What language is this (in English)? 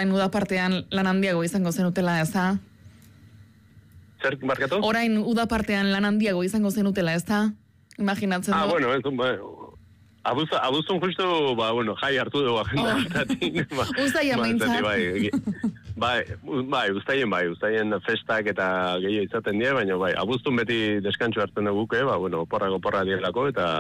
Basque